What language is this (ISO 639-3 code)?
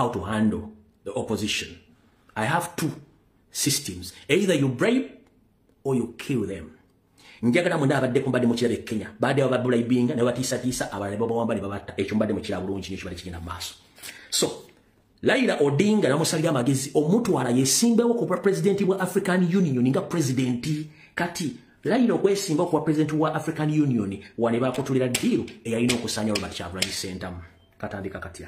lug